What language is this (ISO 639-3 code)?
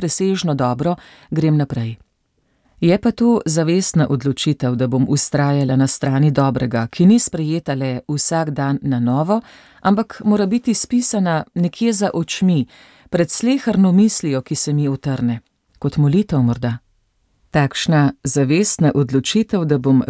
slv